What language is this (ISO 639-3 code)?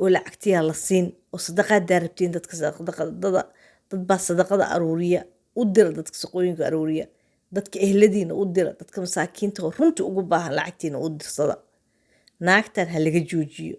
som